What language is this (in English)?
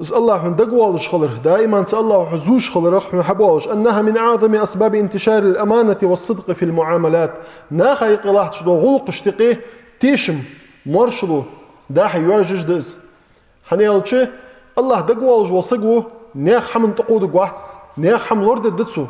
Ingush